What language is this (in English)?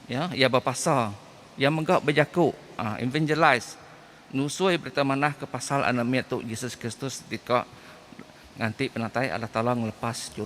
Iban